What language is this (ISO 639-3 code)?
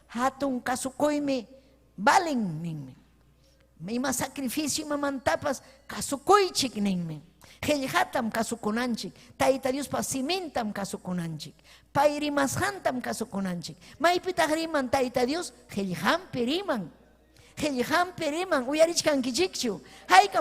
quy